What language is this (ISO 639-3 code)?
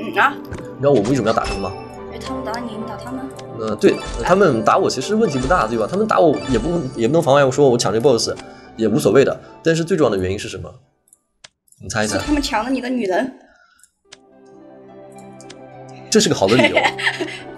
zho